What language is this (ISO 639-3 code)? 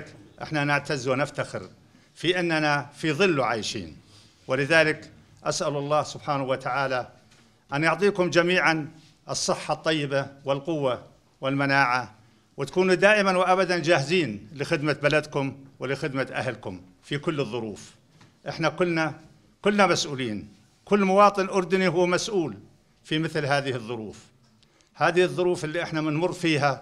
apc